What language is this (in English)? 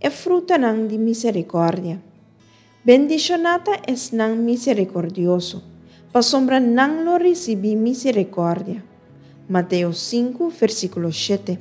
Papiamento